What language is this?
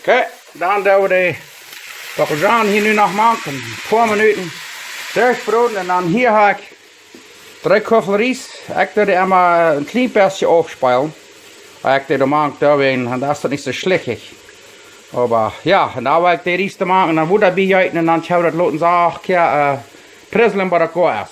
Plautdietsch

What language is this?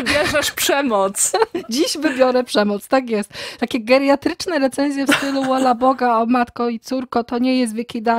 Polish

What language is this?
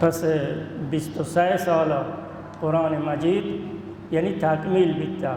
Baluchi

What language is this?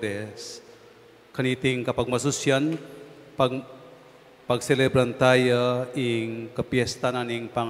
Pampanga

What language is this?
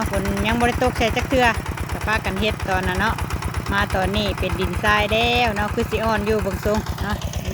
Northeastern Thai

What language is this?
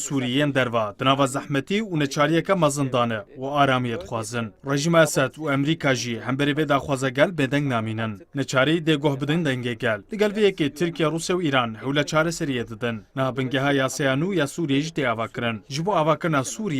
Kurdish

